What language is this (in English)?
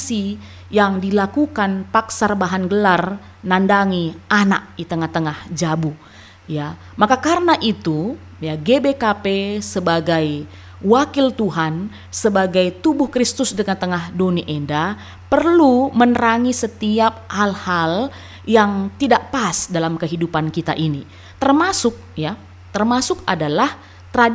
Batak Karo